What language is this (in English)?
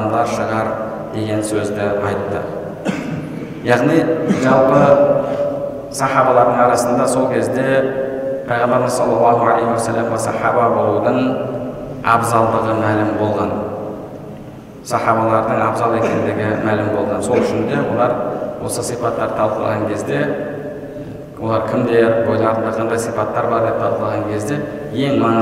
Kazakh